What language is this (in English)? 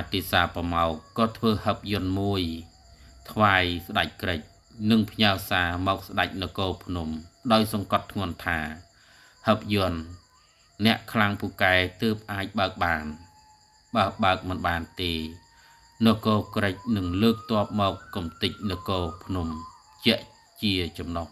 Khmer